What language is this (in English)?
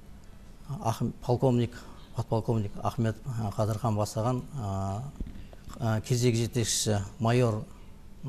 Kazakh